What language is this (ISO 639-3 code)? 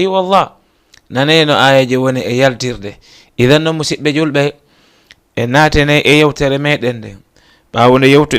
ful